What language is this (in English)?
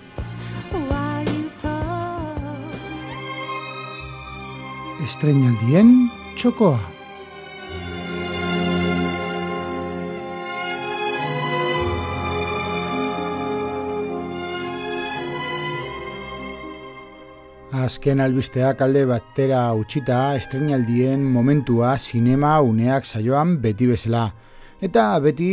Basque